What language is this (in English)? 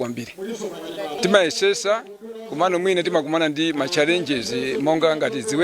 Nyanja